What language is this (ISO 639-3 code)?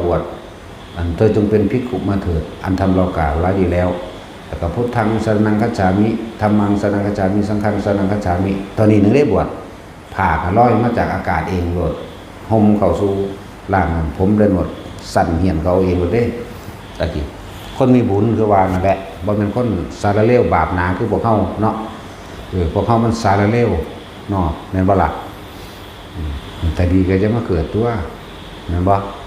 tts